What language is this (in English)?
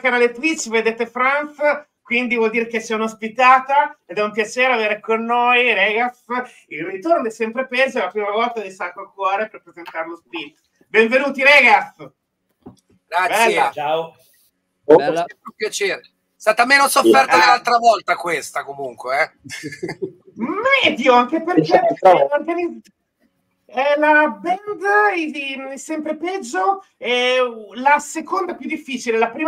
Italian